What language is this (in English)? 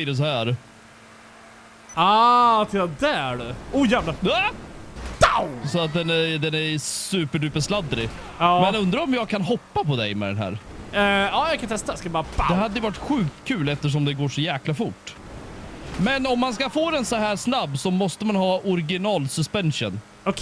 Swedish